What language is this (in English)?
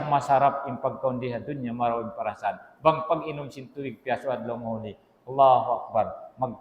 Tausug